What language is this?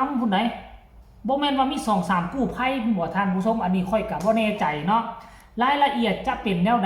Northeastern Thai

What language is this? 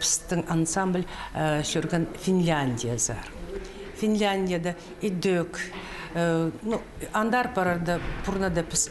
Khakas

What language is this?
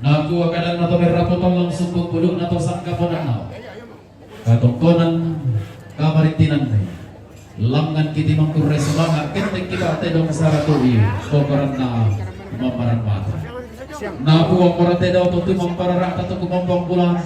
Toraja-Sa'dan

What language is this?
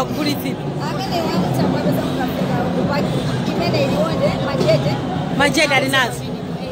Nyanja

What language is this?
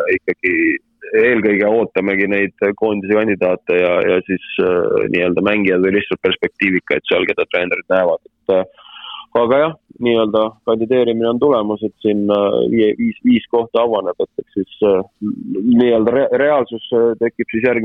Estonian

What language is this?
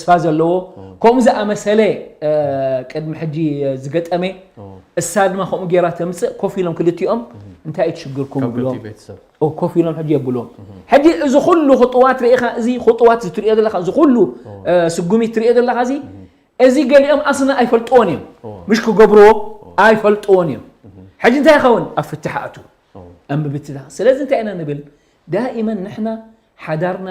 Tigrinya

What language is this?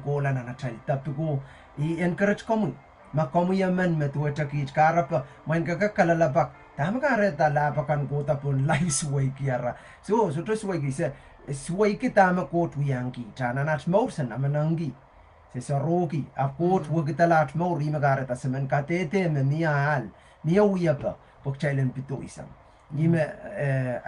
Pohnpeian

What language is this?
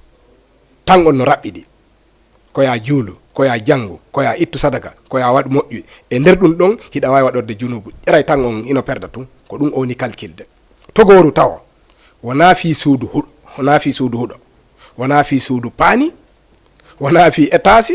Fula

